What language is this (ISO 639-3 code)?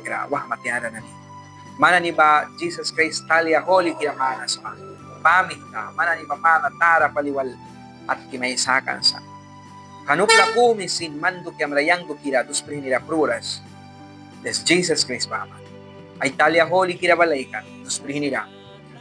miq